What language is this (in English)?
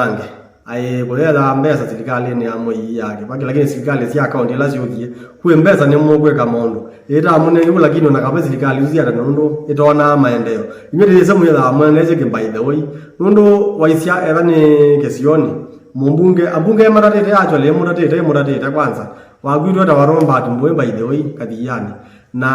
Kamba